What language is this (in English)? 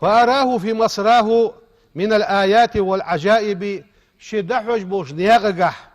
Ingush